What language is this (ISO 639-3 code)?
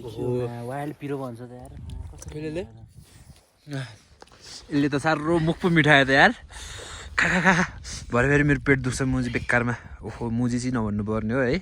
nep